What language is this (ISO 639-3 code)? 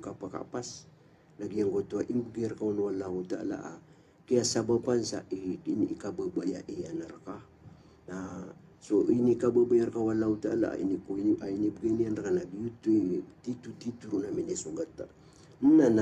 mrw